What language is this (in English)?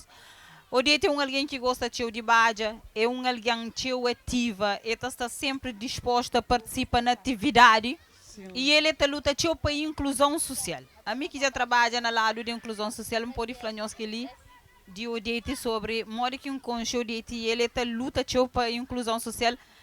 Kabuverdianu